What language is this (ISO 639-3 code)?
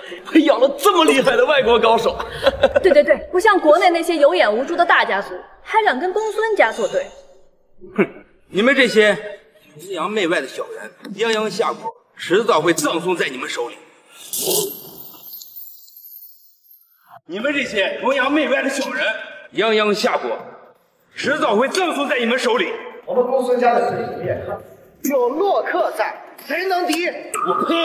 zho